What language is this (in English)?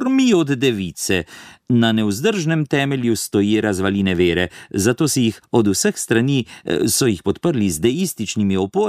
Slovenian